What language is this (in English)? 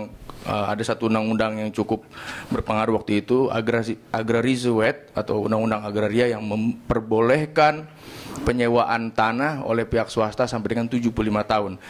Indonesian